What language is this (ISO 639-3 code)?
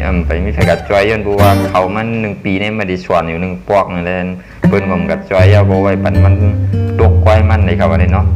shn